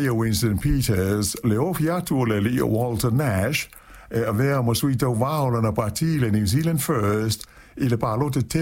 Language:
Samoan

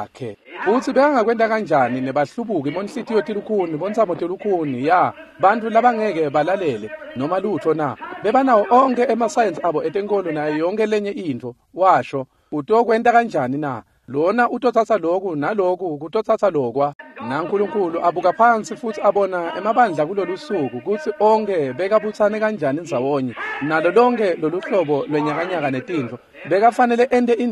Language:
Swati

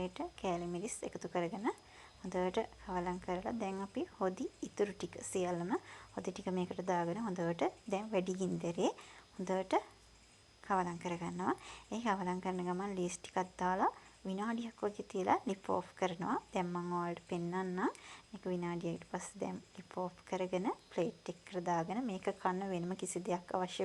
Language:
Sinhala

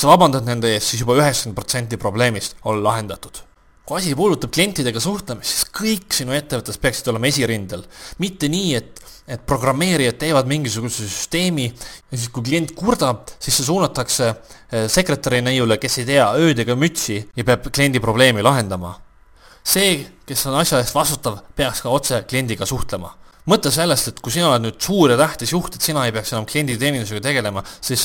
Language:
Estonian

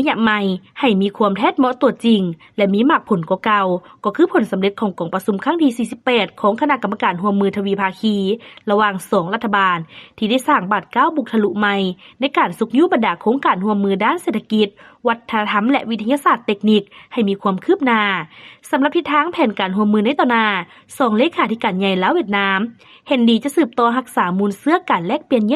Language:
Lao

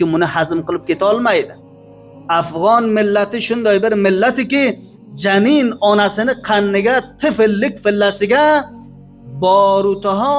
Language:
Uzbek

